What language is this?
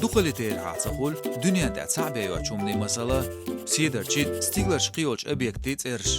Chechen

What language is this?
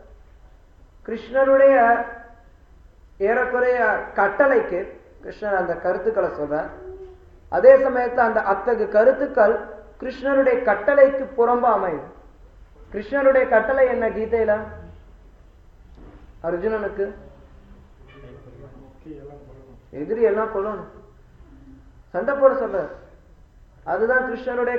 Tamil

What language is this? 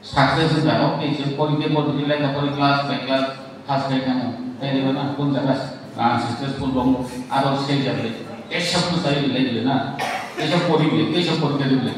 Kok Borok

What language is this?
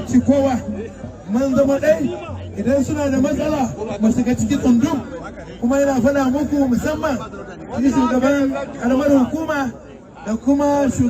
Hausa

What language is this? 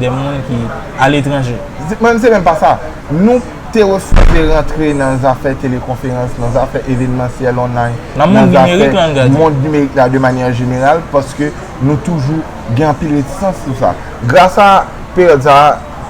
Haitian Creole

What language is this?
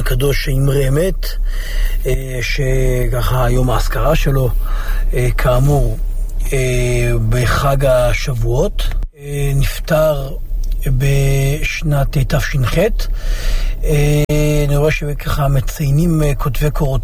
Hebrew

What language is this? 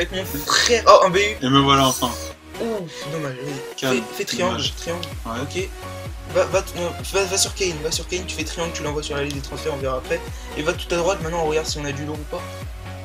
French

